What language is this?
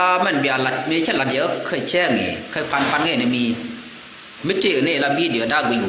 Nuer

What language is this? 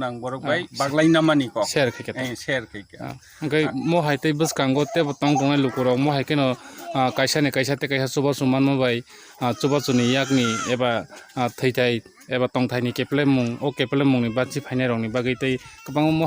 Kok Borok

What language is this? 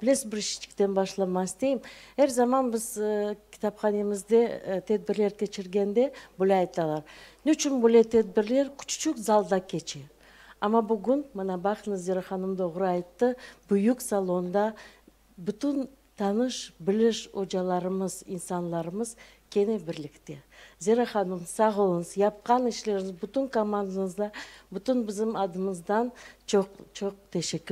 Crimean Tatar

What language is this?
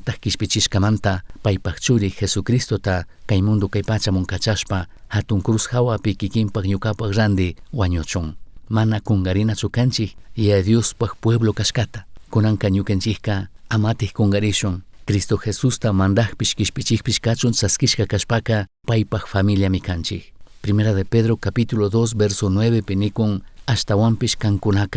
Chimborazo Highland Quichua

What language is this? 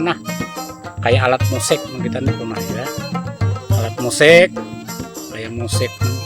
Banjar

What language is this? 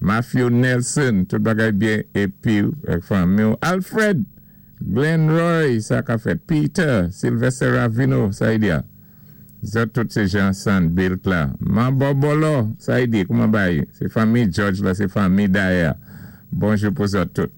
Saint Lucian Creole French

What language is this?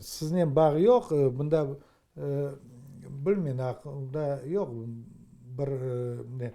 Crimean Tatar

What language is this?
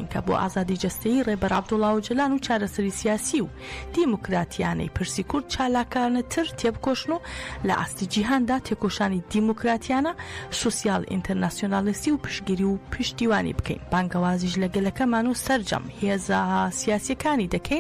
Central Kurdish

